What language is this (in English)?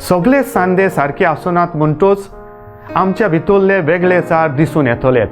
Konkani